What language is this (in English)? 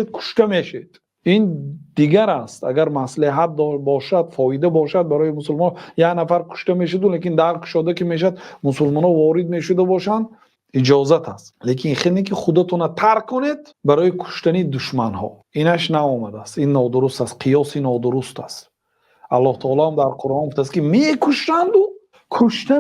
Tajik